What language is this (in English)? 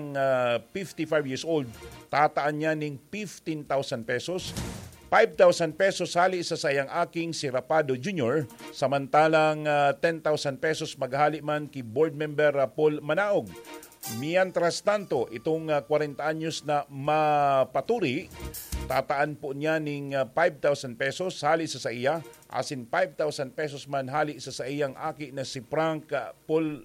Bikol